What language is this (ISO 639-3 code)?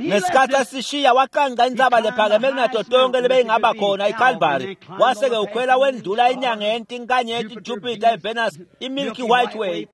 ssw